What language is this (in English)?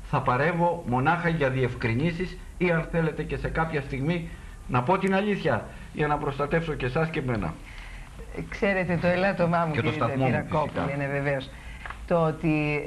Greek